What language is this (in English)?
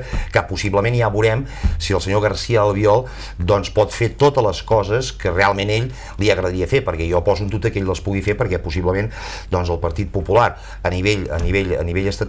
Catalan